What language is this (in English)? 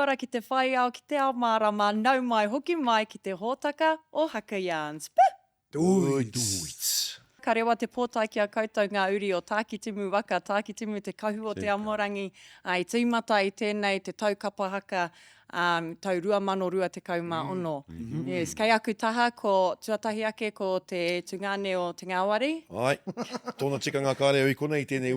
Māori